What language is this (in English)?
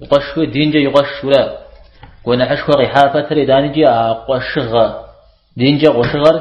Kabardian